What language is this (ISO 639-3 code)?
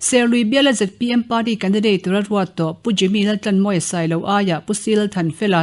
lus